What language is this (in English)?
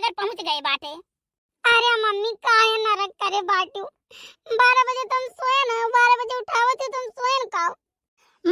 Awadhi